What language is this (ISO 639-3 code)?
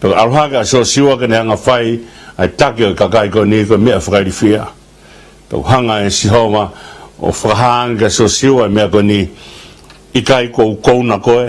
ton